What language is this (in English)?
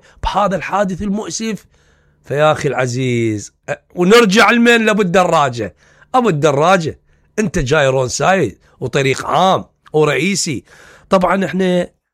Mesopotamian Arabic